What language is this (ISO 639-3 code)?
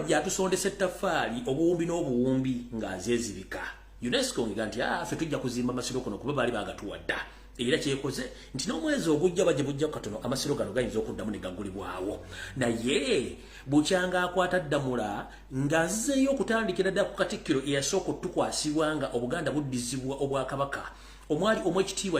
lug